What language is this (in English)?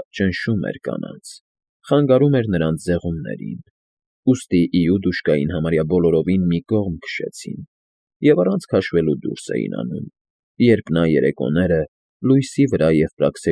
Armenian